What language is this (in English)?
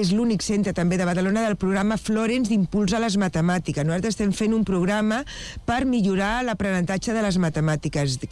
Catalan